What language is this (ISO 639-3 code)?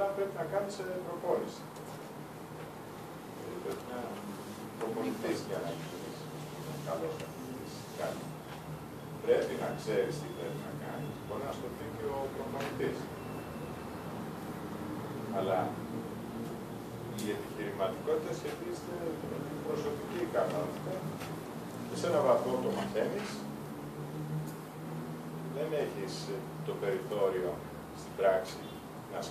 ell